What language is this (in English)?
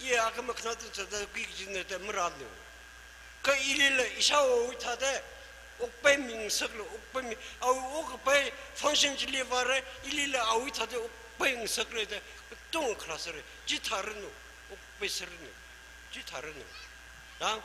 Tangkhul Naga (India)